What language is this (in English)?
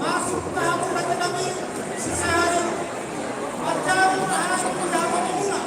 Batak Toba